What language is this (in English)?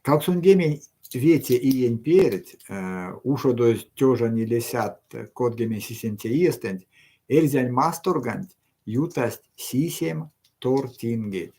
Erzya